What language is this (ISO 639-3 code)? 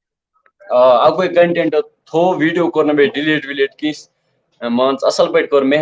kas